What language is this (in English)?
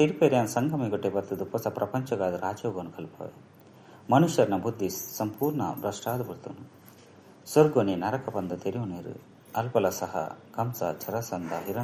Tulu